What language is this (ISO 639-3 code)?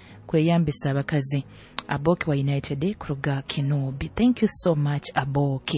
nyo